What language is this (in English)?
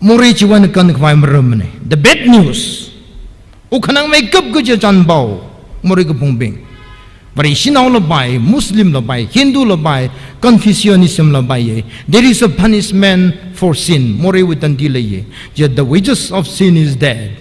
Tangkhul Naga (India)